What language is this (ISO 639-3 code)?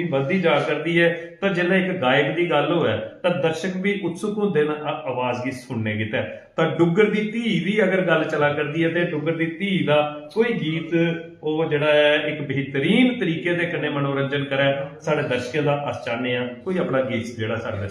doi